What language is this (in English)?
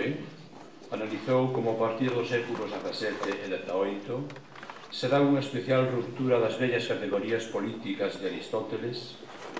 Galician